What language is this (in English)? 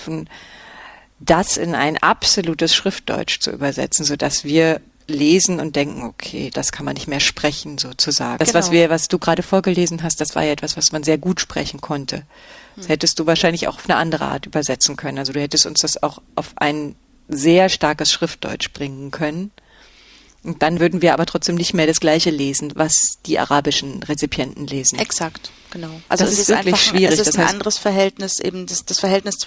German